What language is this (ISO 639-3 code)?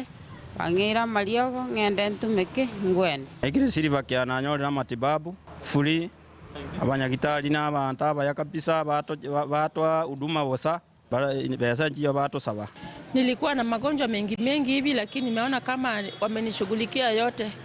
guz